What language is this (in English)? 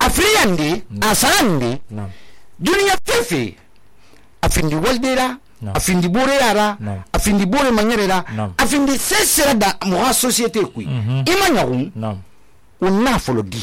Susu